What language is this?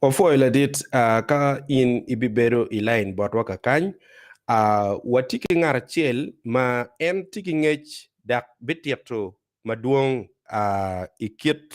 Acoli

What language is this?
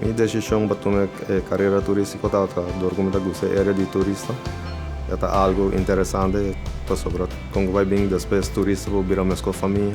Papiamento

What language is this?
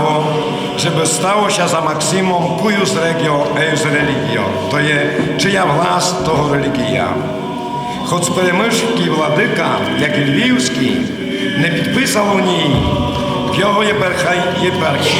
Rusyn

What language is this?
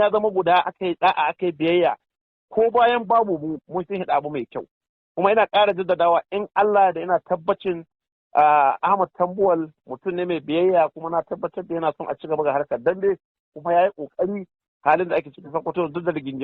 Hausa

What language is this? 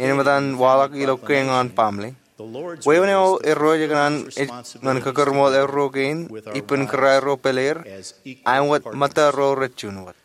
Marshallese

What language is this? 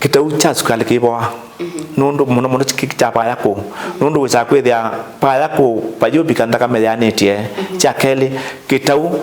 Kamba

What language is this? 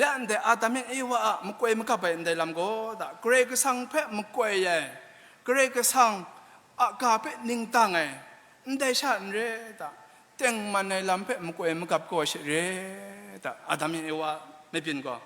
Kachin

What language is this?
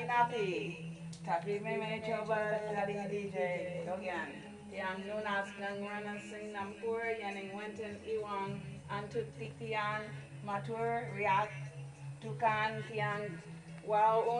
Balinese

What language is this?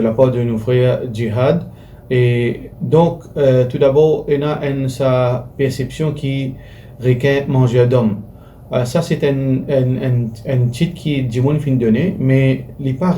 Morisyen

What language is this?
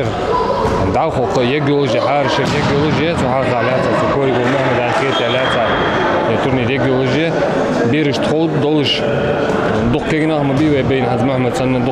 Ingush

